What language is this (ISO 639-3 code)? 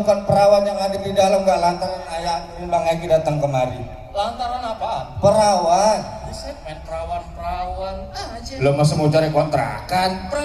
bew